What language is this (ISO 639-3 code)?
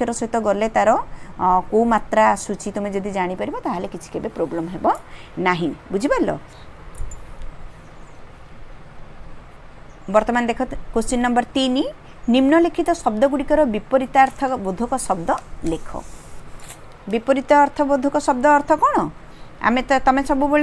ori